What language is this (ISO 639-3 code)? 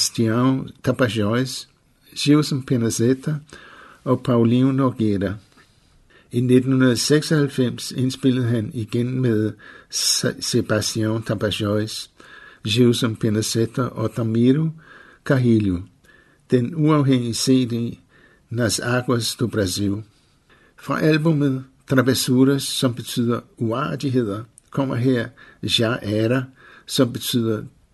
dan